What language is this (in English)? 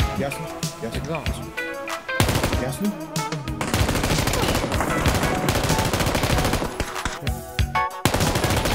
Bulgarian